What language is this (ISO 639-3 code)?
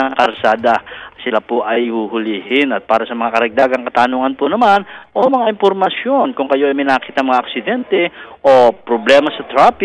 fil